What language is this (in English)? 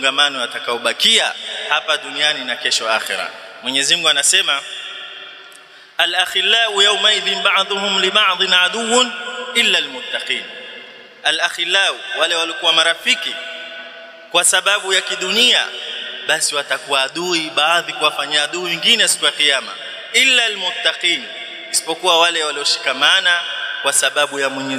Swahili